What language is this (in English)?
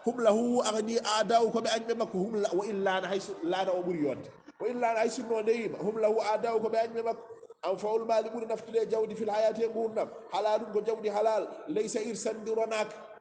Fula